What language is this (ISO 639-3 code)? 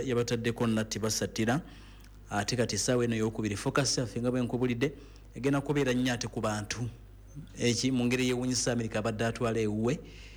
lug